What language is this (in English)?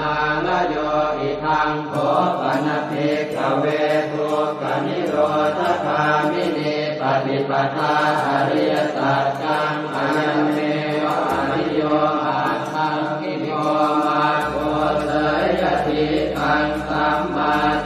Pali